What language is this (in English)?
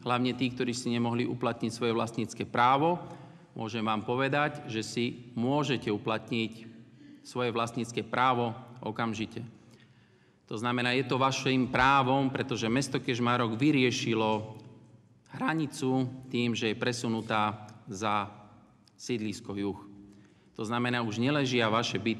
Slovak